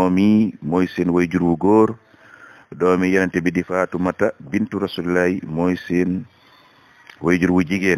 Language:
Wolof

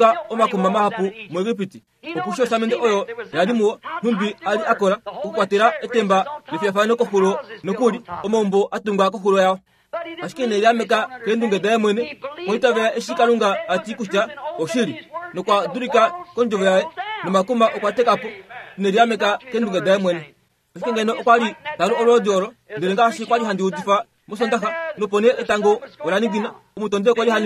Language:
Kuanyama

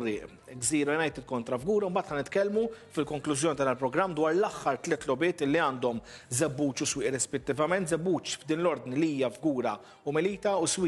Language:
Maltese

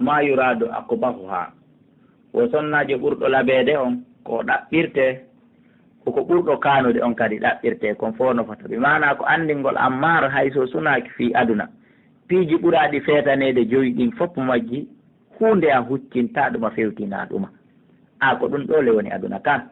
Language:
Fula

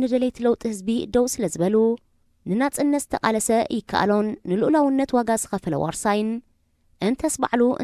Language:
Tigrinya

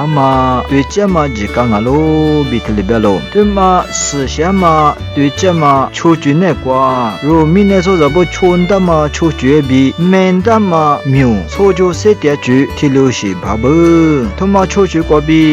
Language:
Lisu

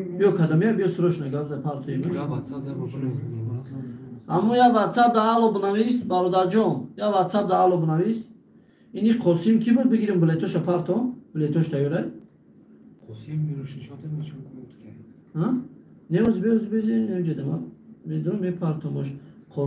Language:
Tajik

